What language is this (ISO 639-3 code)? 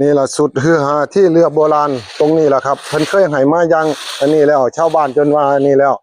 tts